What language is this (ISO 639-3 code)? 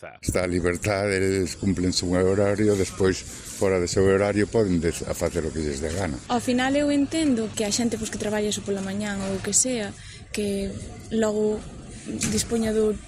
glg